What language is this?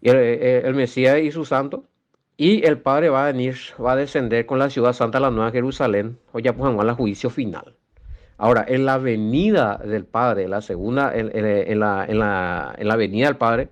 Guarani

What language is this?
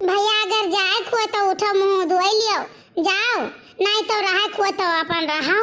Awadhi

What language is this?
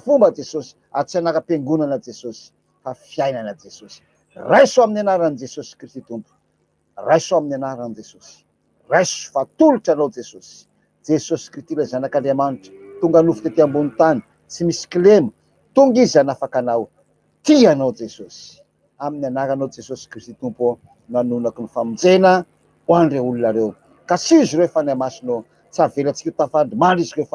Malagasy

